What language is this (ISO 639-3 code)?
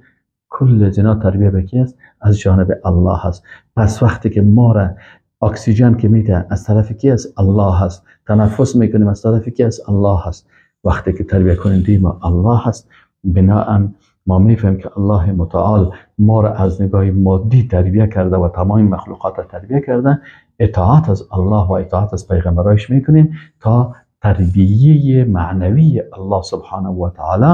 fas